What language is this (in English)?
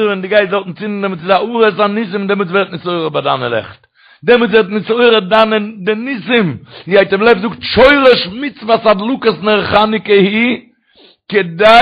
Yiddish